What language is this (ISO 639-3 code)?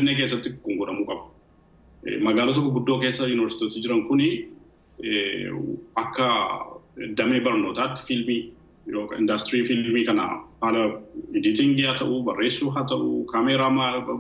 orm